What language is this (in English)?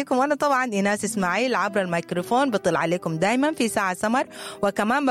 Sudanese Arabic